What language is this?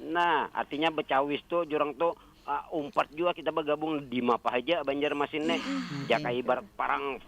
Banjar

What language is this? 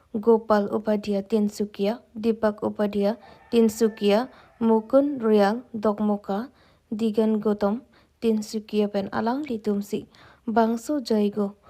Karbi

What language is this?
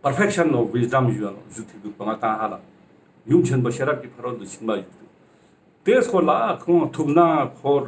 Ladakhi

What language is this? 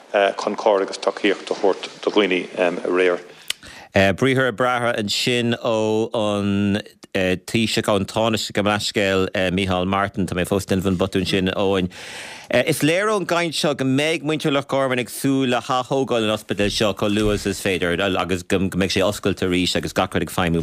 Irish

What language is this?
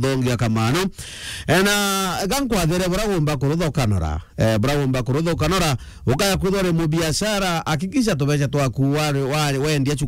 Meru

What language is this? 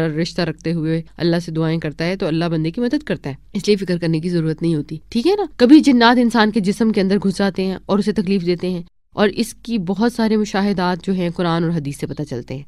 Urdu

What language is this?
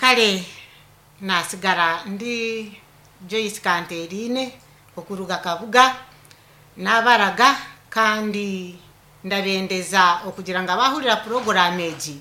Nyankole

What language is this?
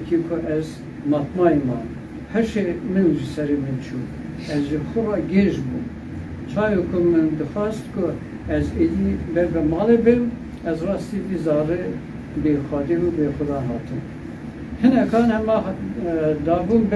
Kurdish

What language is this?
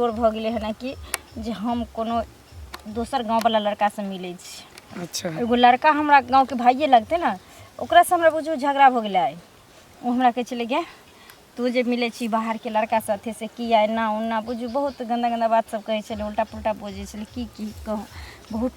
Maithili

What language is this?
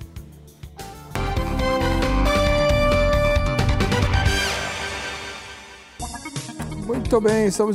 Portuguese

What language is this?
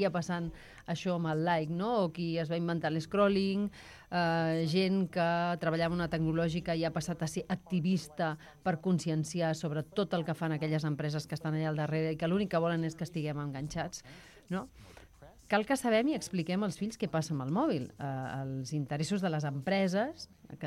Catalan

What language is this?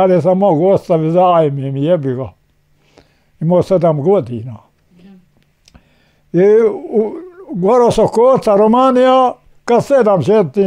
Bosnian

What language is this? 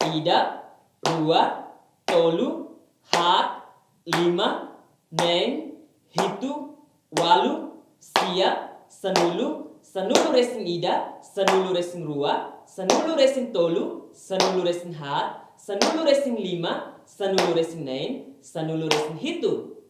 Tetum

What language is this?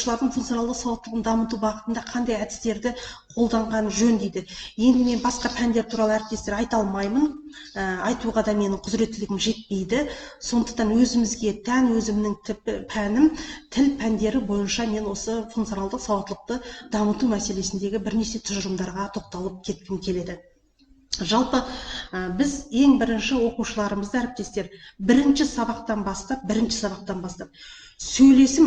Kazakh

